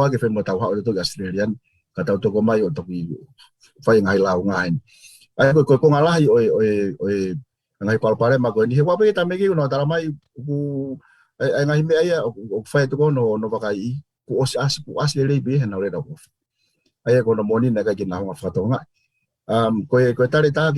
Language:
Tongan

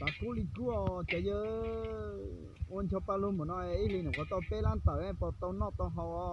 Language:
Hmong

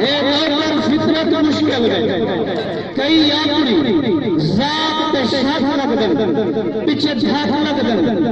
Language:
Saraiki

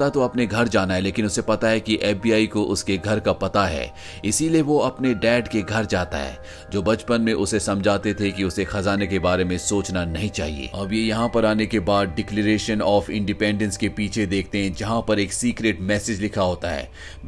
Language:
Hindi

